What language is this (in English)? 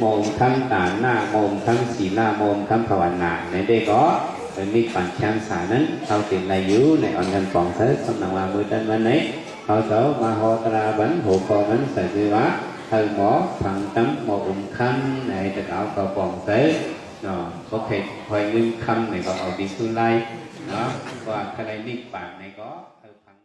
Shan